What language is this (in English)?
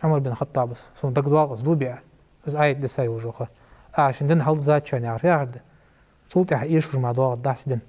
Ingush